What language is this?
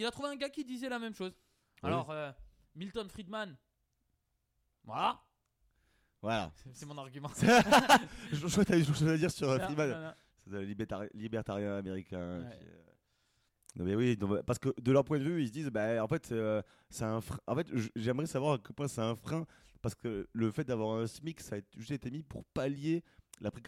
French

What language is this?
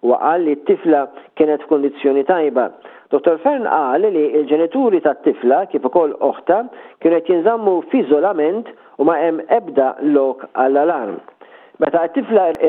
Maltese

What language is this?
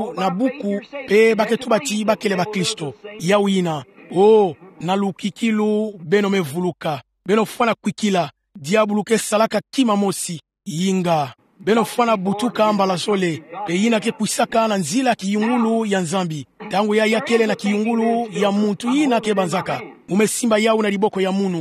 Kituba (Democratic Republic of Congo)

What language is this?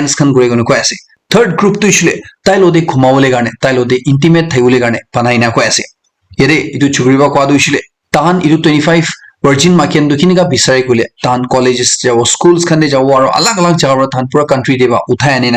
Naga Pidgin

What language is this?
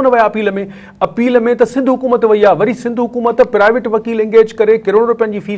Sindhi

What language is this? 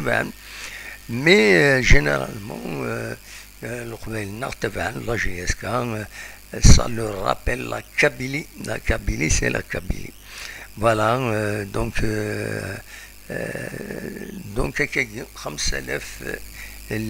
Kabyle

